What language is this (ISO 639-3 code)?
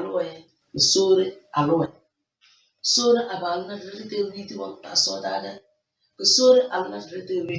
kdh